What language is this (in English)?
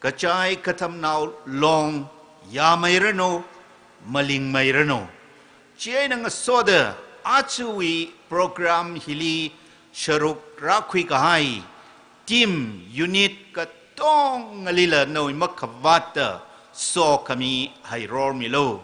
Tangkhul Naga (India)